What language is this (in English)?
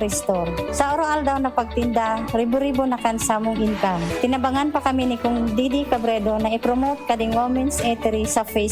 Bikol